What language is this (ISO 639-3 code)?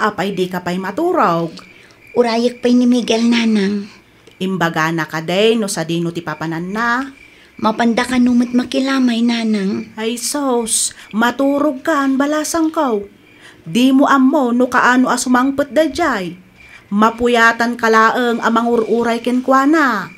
ilo